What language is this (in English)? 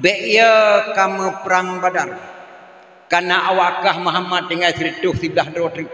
Achinese